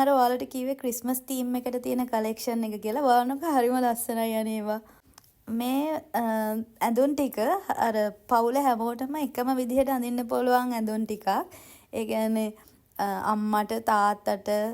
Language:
Sinhala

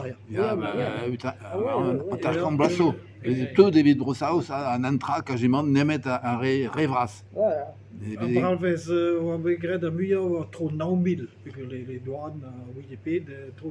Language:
Breton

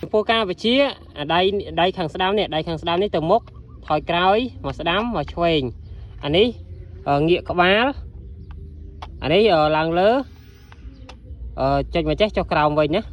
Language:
Khmer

